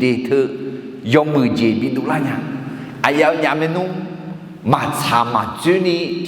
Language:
Akha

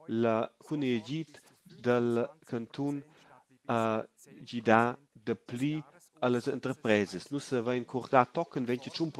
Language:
Romansh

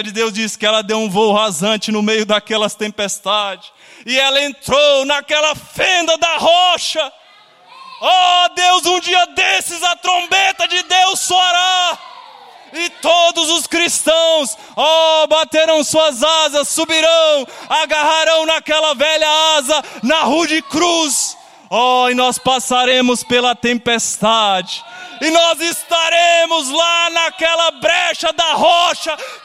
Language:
Portuguese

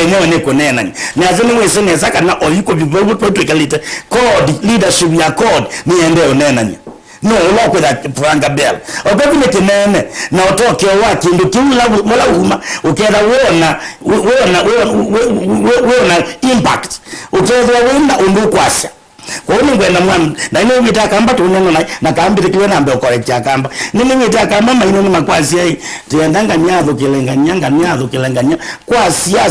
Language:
Kamba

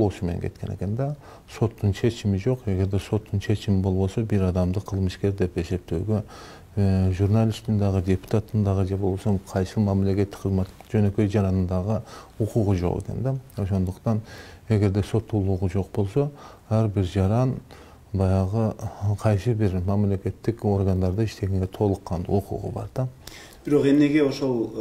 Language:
Kyrgyz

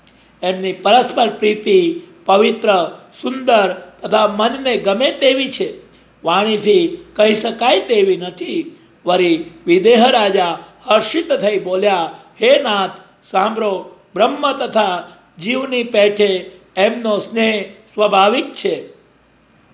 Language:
Gujarati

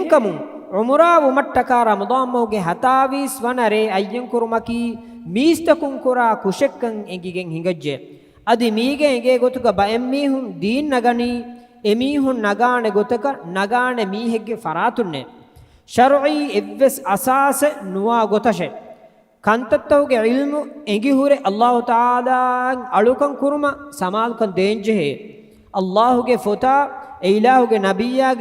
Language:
Divehi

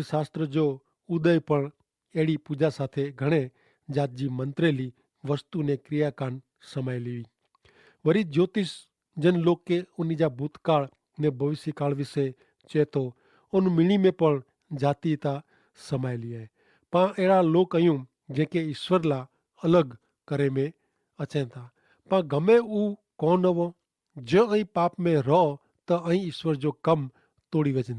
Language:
Kachhi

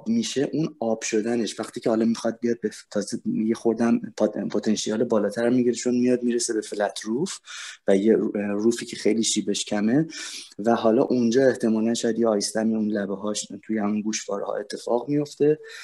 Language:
Persian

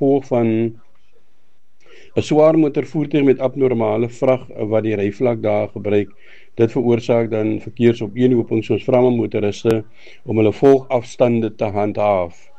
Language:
Afrikaans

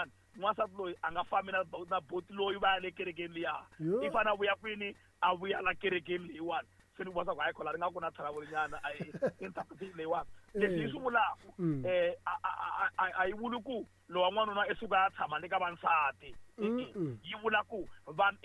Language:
Tsonga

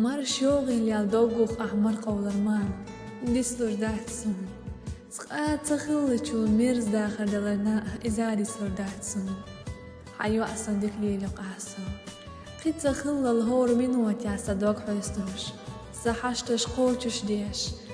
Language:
Chechen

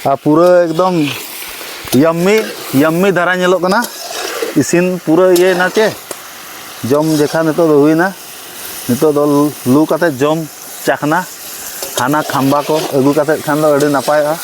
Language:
Santali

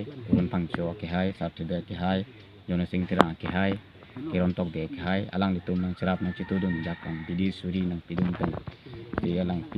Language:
Karbi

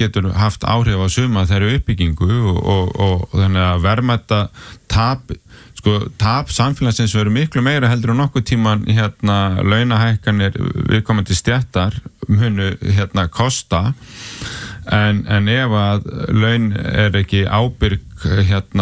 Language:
Icelandic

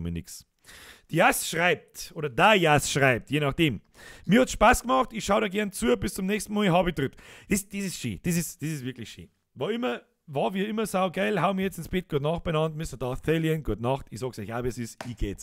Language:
Bavarian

